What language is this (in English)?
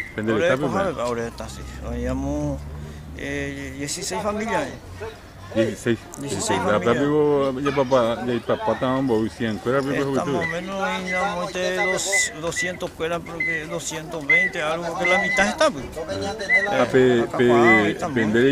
Guarani